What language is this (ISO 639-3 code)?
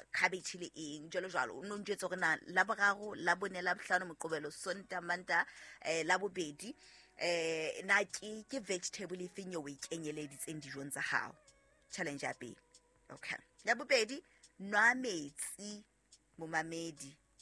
sot